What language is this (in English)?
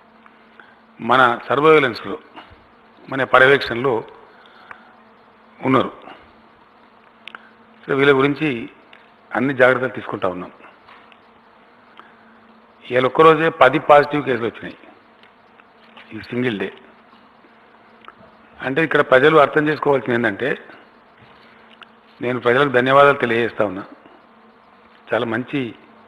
Telugu